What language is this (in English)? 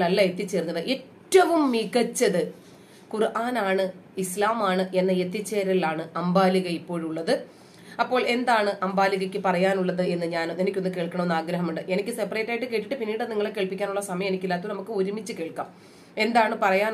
Malayalam